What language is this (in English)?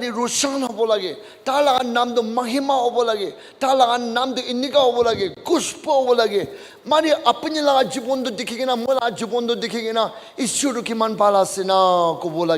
Naga Pidgin